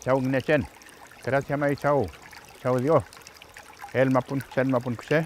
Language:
Mapuche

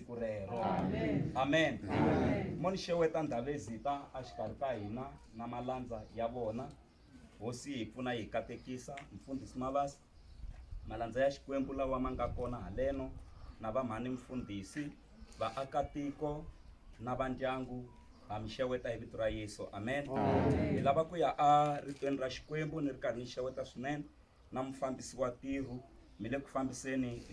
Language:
Tsonga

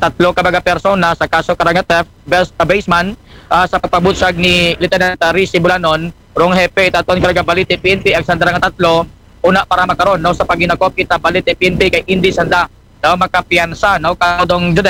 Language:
Aklanon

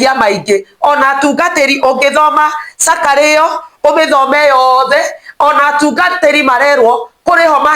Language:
Kikuyu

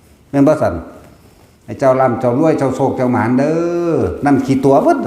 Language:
Northeastern Thai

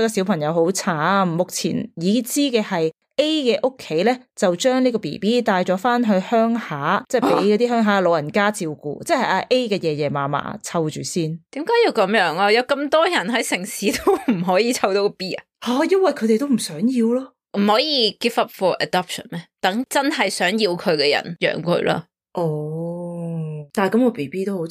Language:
Cantonese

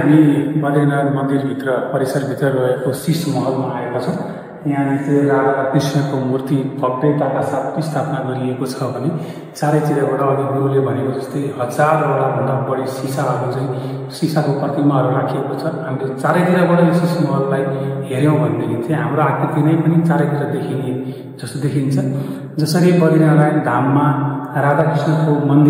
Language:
Nepali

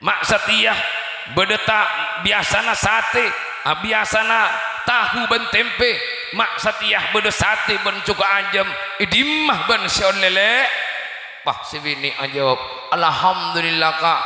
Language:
Madurese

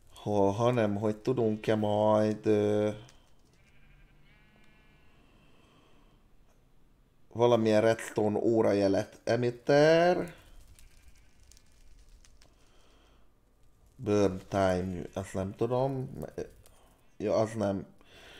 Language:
Hungarian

